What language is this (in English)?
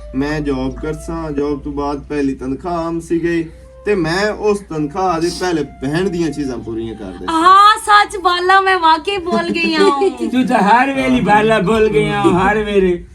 Western Panjabi